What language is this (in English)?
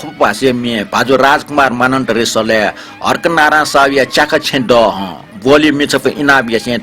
Newari